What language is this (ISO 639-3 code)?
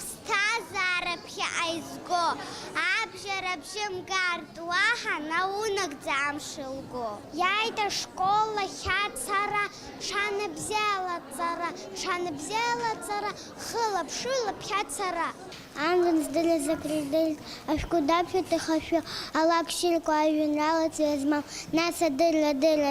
abk